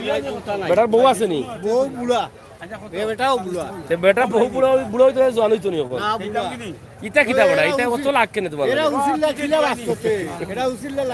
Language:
Sylheti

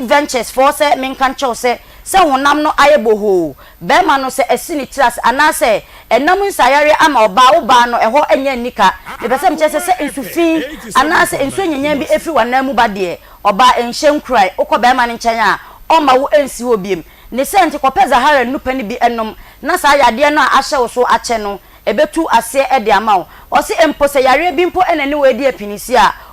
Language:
Akan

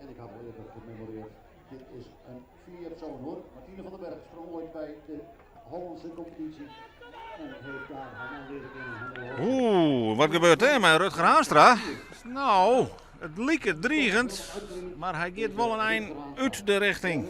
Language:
Western Frisian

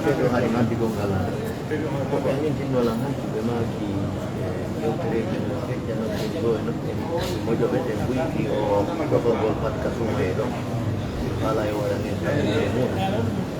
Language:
Pular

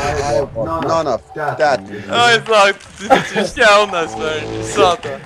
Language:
Faroese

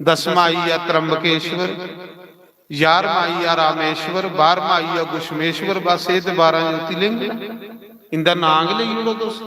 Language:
Dogri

